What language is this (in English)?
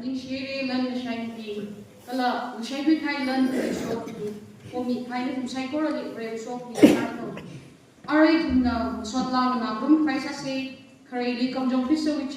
Tangkhul Naga (India)